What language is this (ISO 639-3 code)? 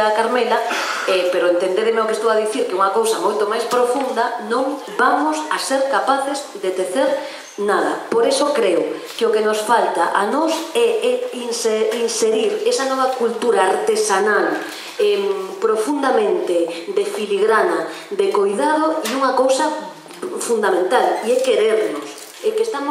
glg